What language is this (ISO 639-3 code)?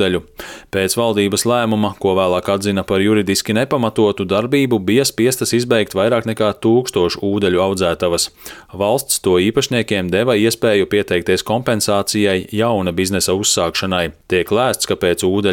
lav